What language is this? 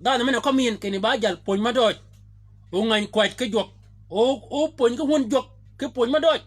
Shilluk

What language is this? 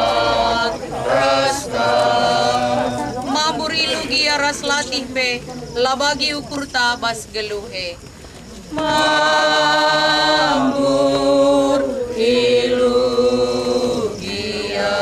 Batak Karo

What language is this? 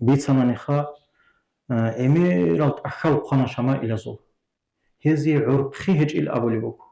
Avaric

